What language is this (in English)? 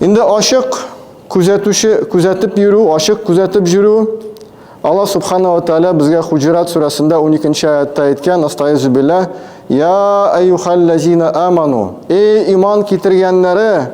Tatar